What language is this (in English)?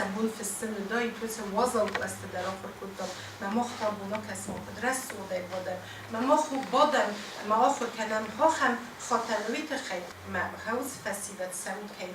Ossetic